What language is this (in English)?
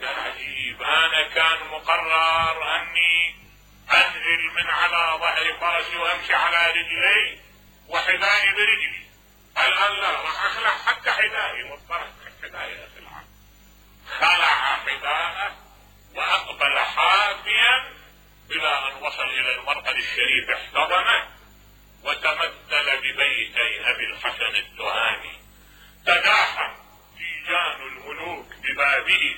Mesopotamian Arabic